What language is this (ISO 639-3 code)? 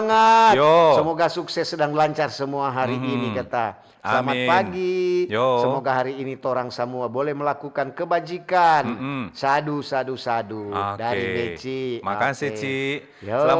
xmm